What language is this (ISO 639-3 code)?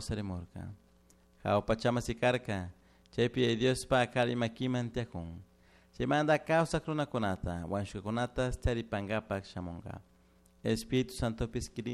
qug